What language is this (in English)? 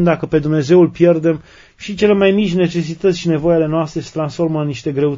Romanian